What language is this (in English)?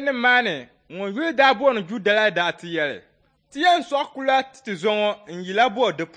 Dagbani